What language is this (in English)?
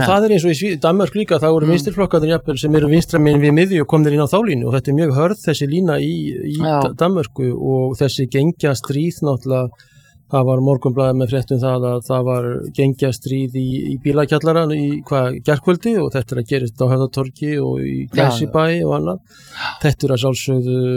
Icelandic